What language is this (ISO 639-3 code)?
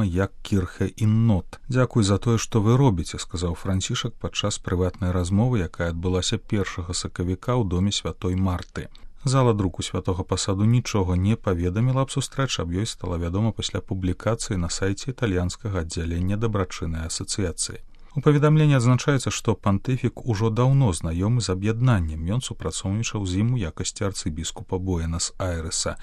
bel